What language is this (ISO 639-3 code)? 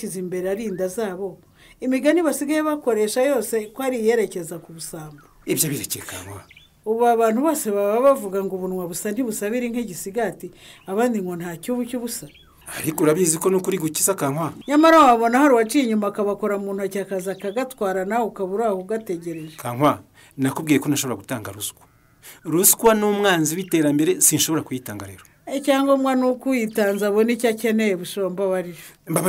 kin